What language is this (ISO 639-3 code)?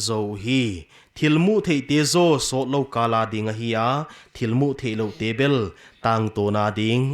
pck